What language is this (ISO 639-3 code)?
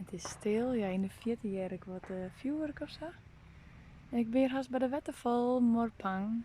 fry